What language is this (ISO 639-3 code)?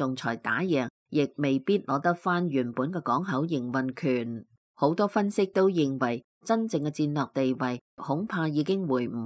yue